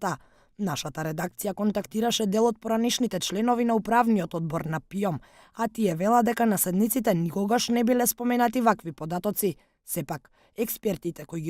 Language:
Macedonian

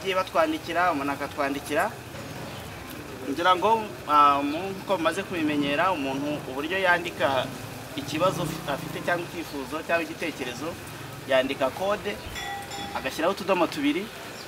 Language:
Kinyarwanda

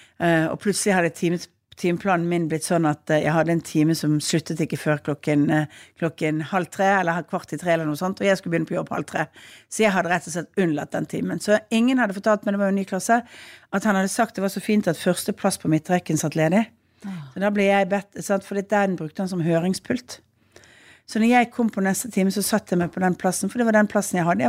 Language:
Norwegian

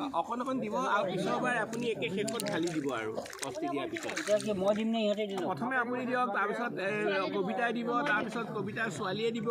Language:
Assamese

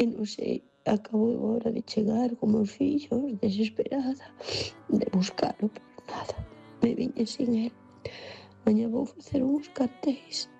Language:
Galician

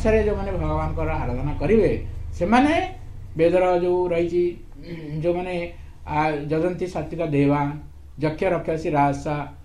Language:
Odia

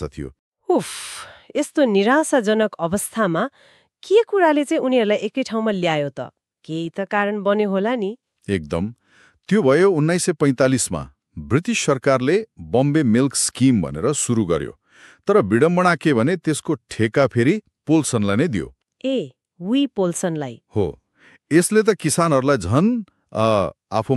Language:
Nepali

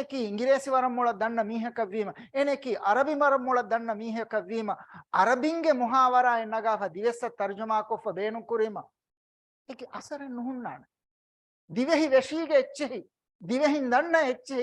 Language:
Divehi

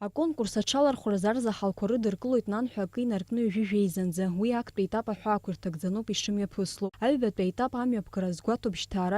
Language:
Abkhazian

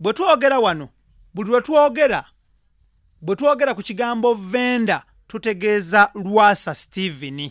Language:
Ganda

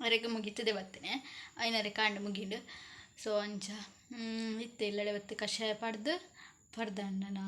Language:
Tulu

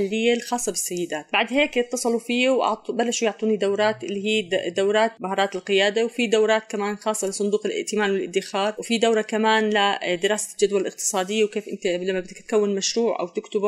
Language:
North Levantine Arabic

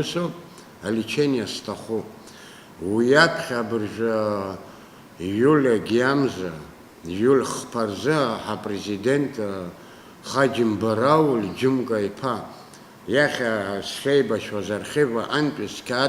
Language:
Abkhazian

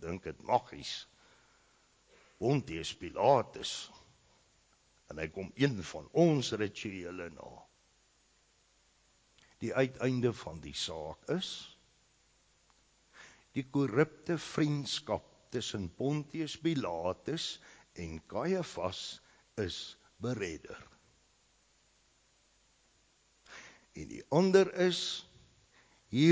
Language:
Afrikaans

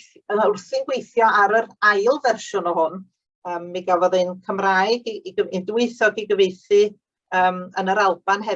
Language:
Welsh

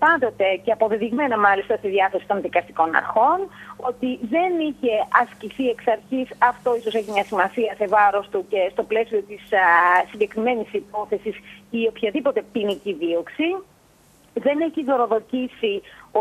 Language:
Greek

